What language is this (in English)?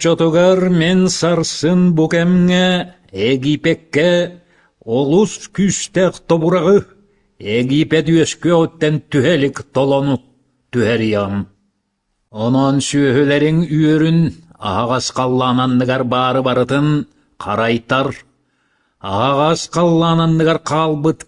Yakut